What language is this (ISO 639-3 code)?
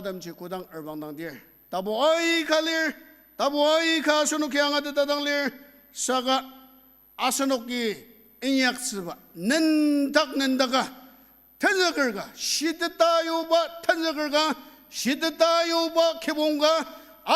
njo